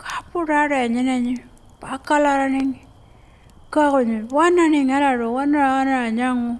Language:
Pitjantjatjara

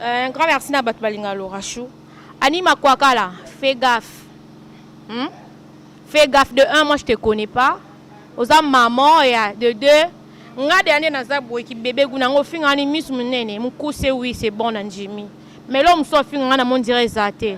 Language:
Lingala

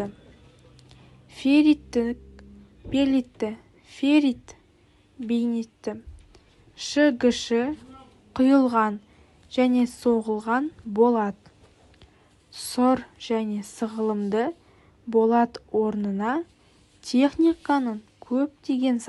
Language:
Kazakh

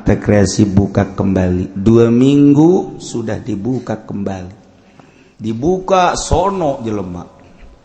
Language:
Sundanese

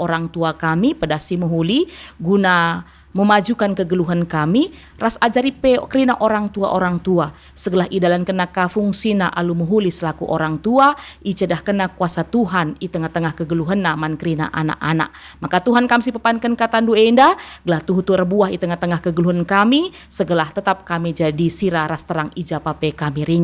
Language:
Batak Karo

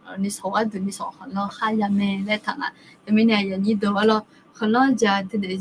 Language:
Akha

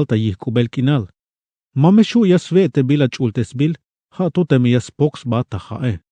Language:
Tzeltal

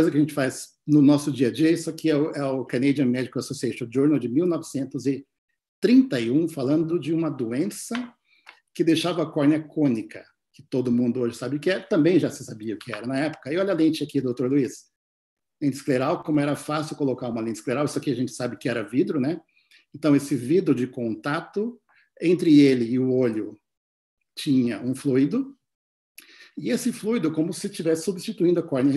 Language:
Portuguese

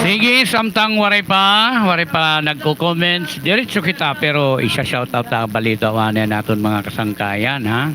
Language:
Waray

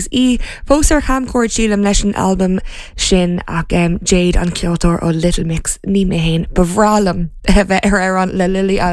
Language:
Irish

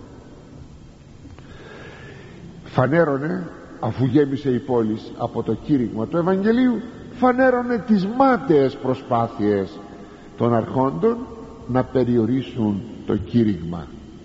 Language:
Greek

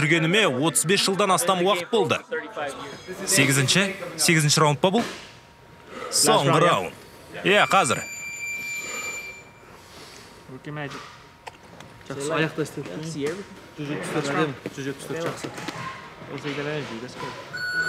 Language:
Kazakh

